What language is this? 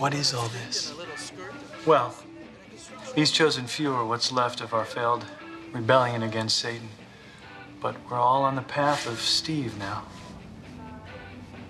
English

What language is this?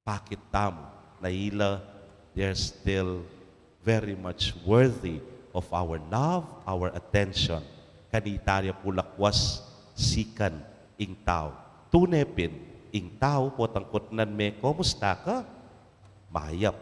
Pampanga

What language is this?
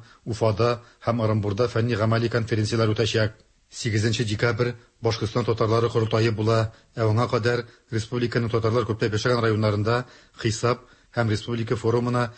Tatar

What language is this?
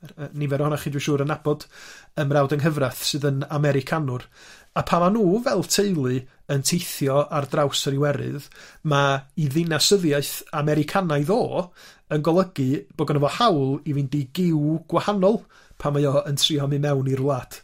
Welsh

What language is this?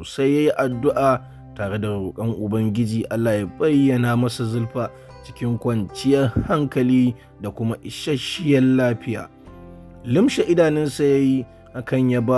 Hausa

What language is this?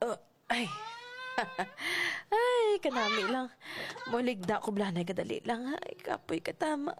Hiligaynon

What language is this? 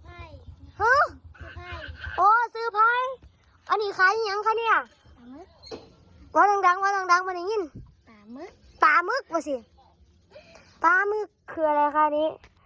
Northeastern Thai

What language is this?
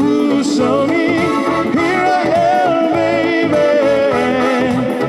Tongan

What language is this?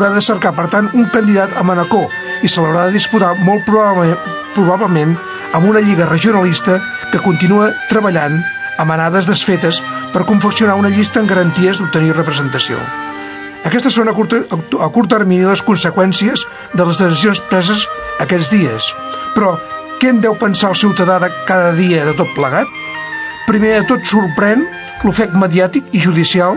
Catalan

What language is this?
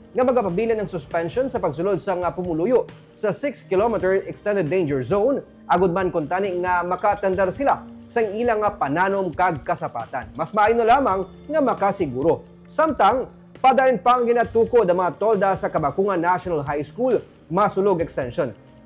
Hiligaynon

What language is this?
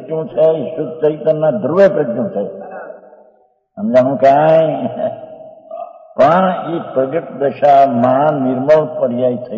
Gujarati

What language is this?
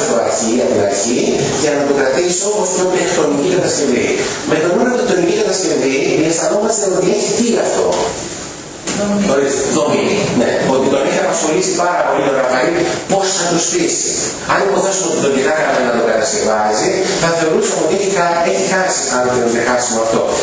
Greek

